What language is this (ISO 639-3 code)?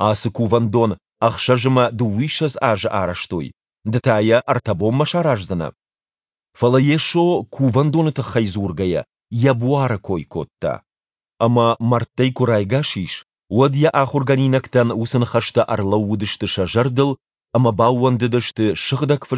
oss